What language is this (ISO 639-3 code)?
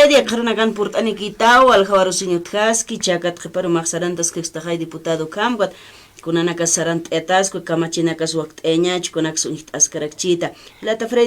aym